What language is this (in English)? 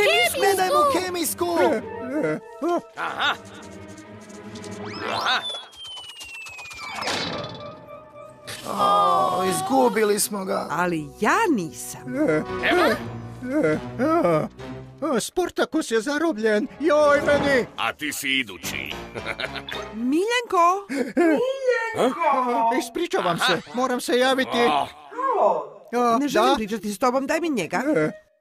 Croatian